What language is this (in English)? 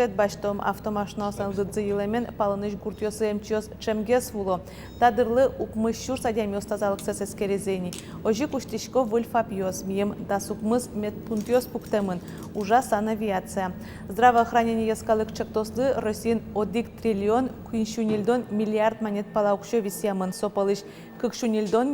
Udmurt